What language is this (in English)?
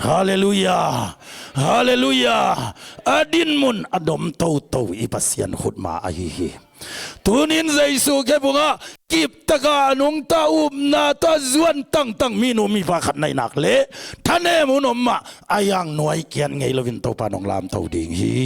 Tedim Chin